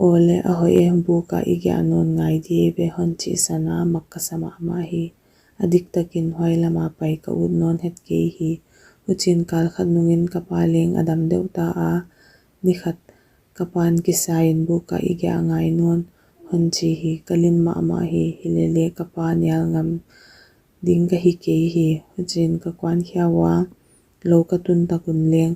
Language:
Paite Chin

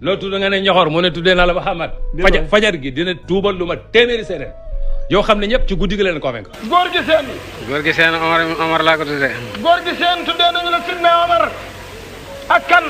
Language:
Wolof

